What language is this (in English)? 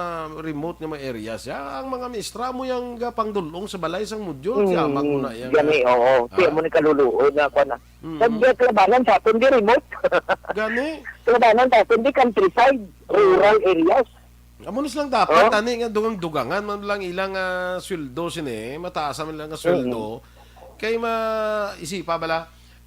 Hiligaynon